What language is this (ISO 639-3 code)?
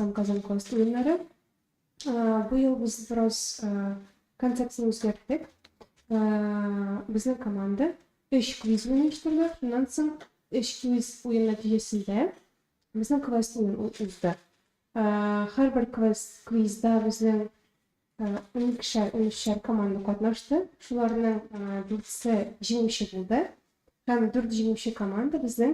tat